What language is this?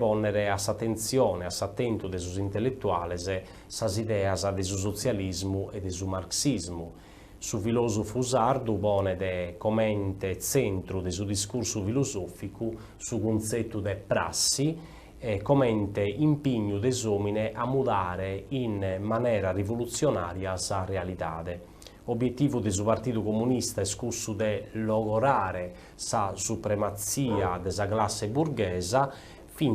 Sardinian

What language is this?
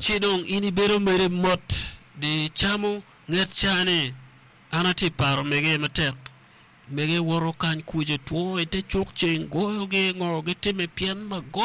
Acoli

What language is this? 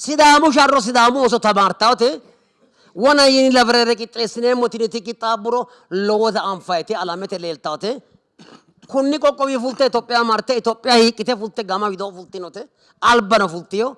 Sidamo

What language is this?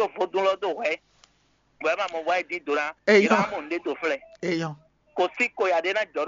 Fon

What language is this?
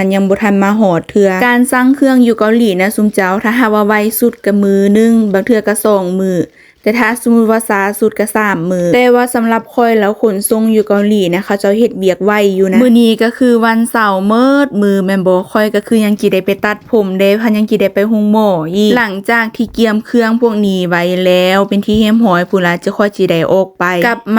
Lao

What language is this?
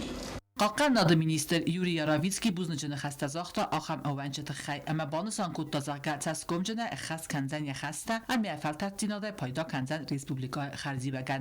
Ossetic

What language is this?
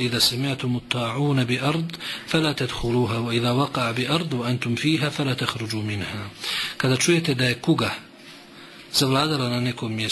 Bosnian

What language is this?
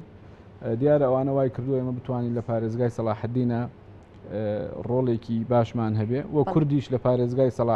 Central Kurdish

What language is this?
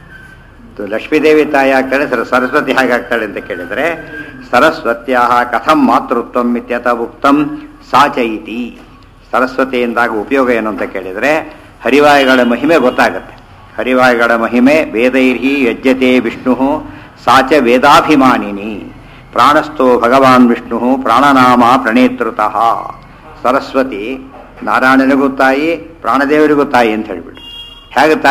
Kannada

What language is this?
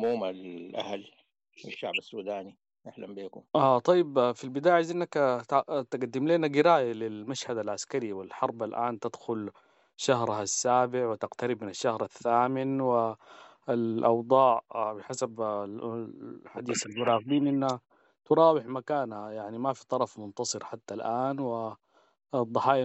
Sudanese Arabic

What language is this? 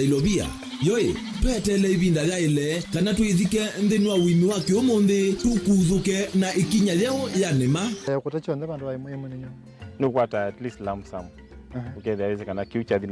Kamba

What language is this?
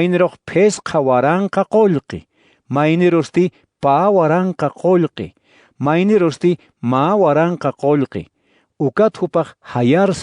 Aymara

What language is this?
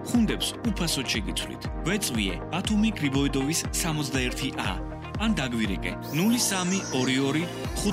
Georgian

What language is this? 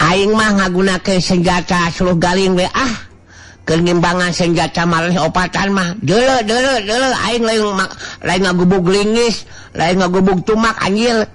Sundanese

